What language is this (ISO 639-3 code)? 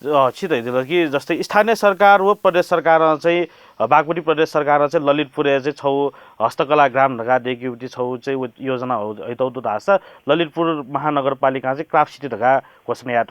new